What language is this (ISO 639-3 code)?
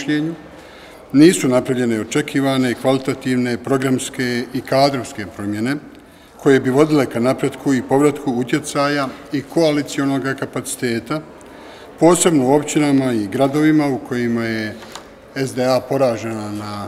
bos